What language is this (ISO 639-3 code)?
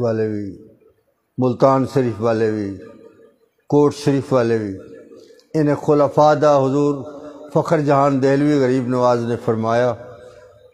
skr